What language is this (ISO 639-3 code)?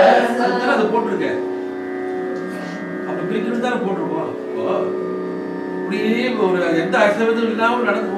tam